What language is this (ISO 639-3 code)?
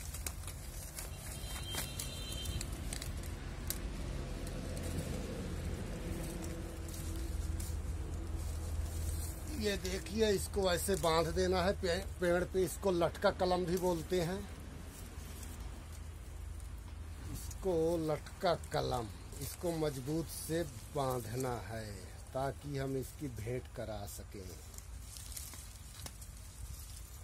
hin